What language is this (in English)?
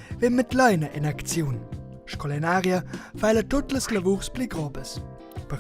Romansh